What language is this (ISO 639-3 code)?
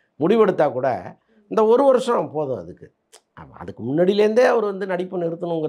tam